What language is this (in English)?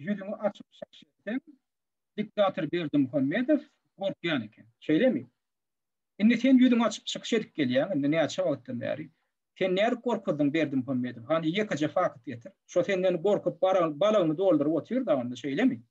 Turkmen